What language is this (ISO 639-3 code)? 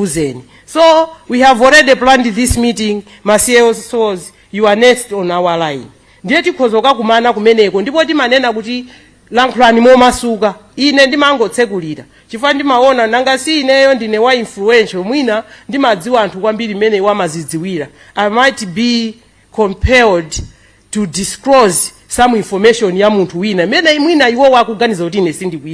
nya